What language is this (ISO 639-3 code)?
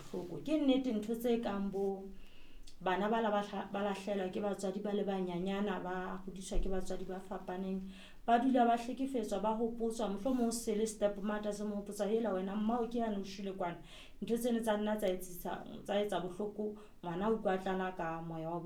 sot